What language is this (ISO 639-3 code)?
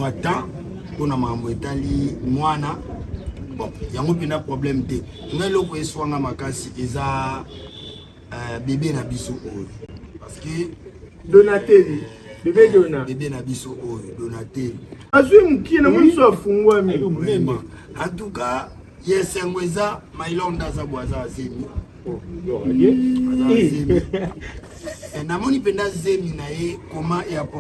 lin